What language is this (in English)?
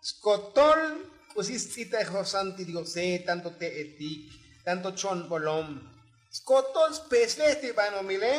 Tzotzil